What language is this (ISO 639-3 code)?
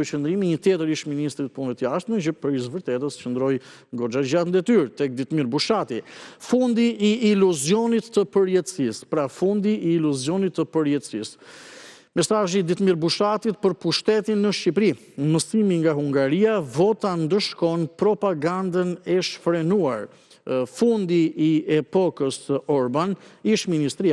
sqi